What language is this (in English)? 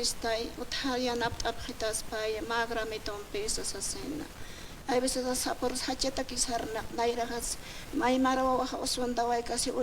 Aymara